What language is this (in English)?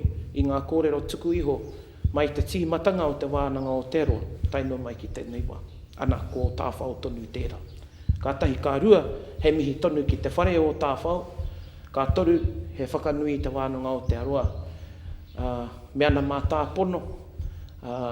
Māori